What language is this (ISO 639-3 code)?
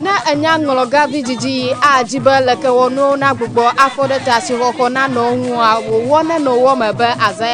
ewe